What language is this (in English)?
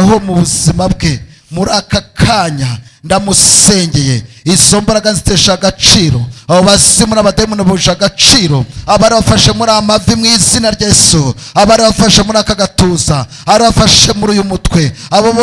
Kinyarwanda